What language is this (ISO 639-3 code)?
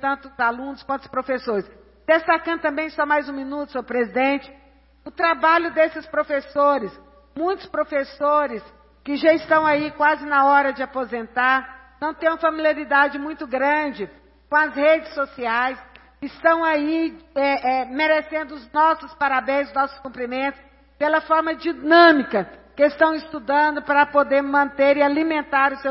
por